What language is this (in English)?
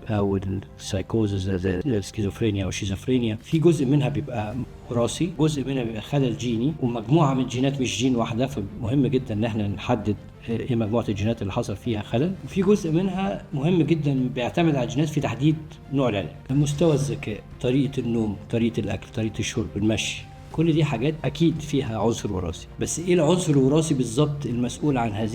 Egyptian Arabic